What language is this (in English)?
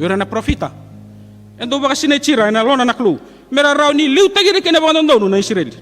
Fijian